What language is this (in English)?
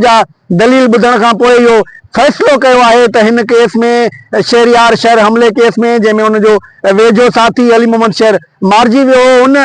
Sindhi